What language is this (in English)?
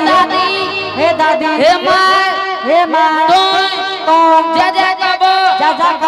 Angika